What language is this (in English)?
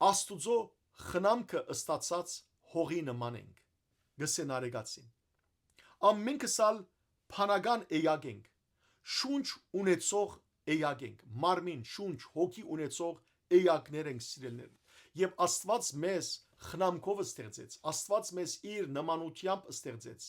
Western Armenian